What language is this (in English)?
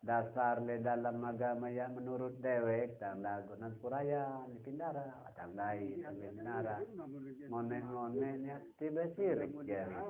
Sasak